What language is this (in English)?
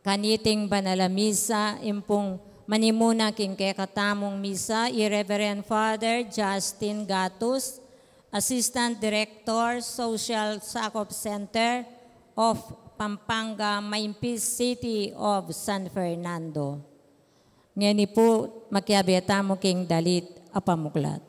Pampanga